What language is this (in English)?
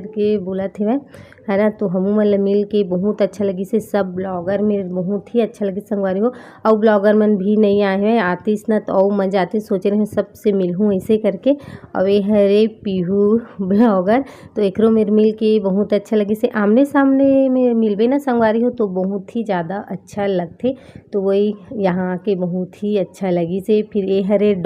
Chhattisgarhi